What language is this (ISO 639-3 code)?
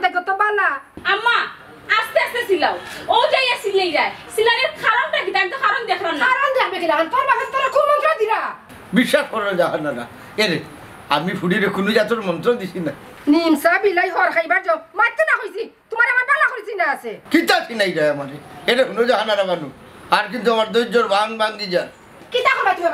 syl